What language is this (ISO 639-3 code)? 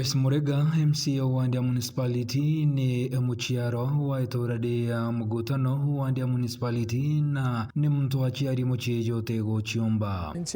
mer